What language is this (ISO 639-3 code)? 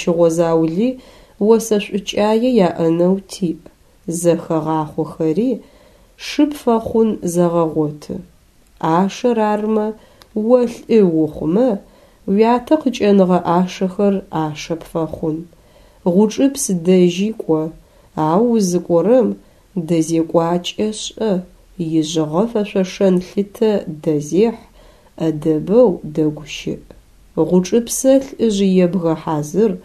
ady